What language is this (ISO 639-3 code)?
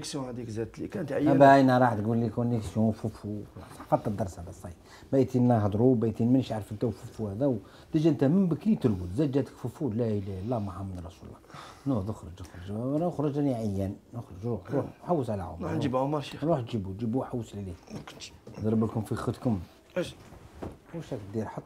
arq